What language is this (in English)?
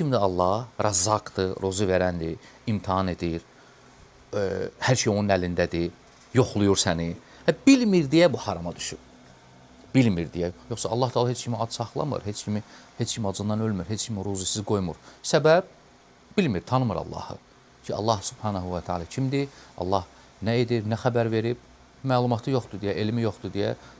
Azerbaijani